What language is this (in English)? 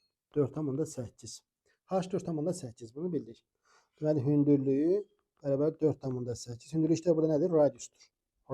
Azerbaijani